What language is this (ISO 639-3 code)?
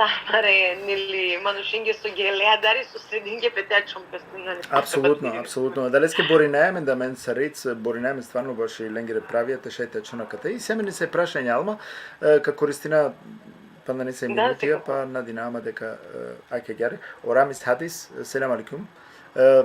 rmn